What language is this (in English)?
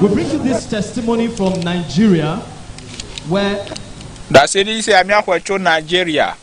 Ewe